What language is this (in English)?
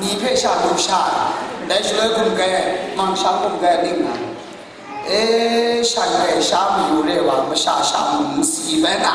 Kachin